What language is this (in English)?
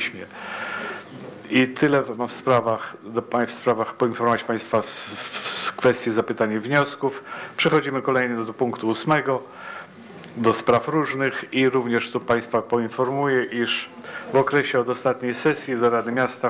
Polish